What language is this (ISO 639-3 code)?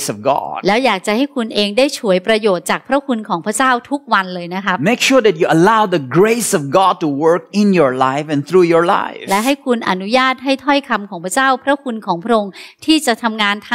tha